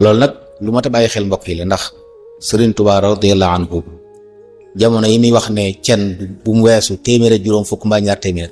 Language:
Wolof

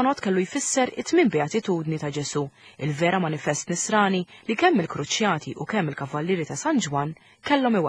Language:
Maltese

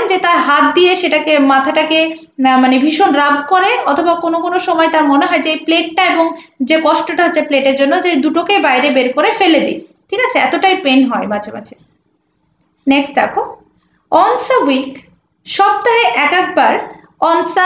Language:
Bangla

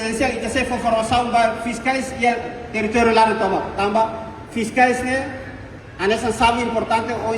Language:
Tetum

